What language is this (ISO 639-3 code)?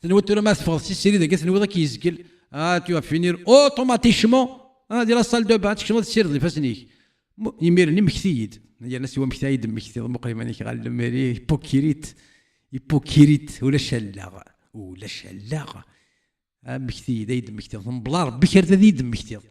kab